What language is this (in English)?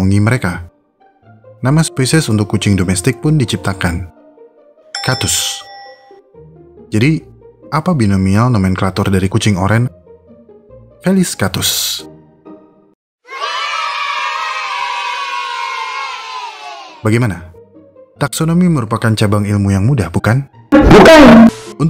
Indonesian